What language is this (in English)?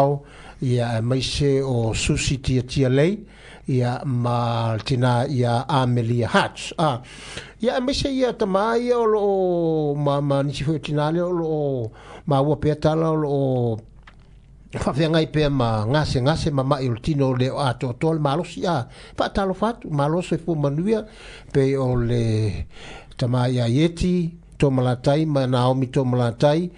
Samoan